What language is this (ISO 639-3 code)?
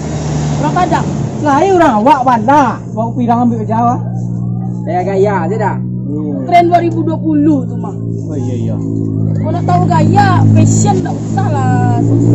min